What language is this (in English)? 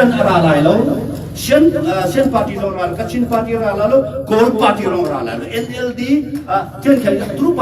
Hakha Chin